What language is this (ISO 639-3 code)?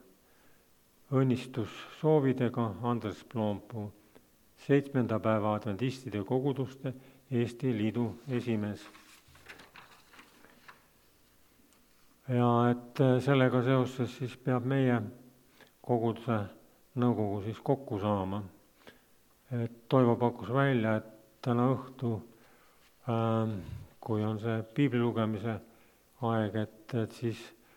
est